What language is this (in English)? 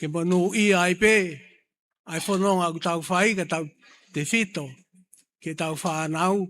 Tongan